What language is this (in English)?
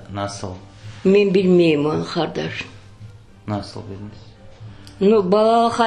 Crimean Tatar